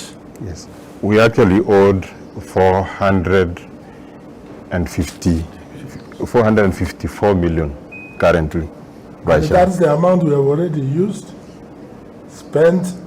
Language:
Gusii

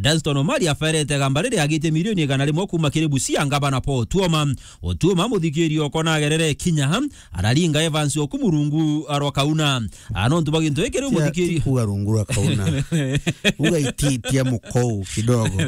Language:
Meru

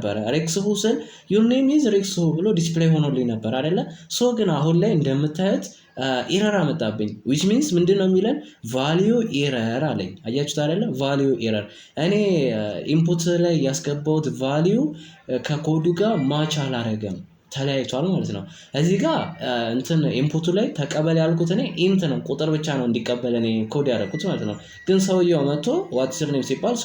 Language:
Amharic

